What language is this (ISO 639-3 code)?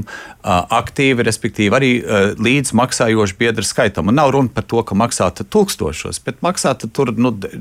lav